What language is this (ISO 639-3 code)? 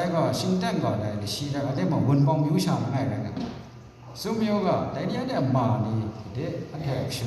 kac